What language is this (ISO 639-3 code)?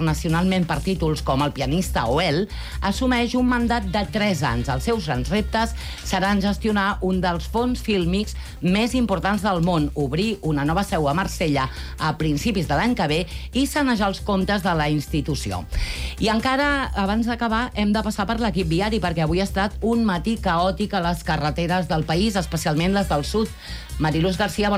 cat